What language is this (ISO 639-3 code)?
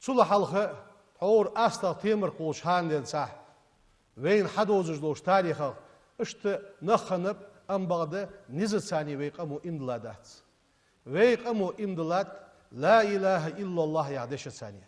inh